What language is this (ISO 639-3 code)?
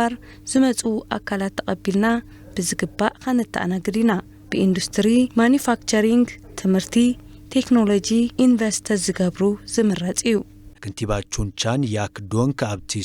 tir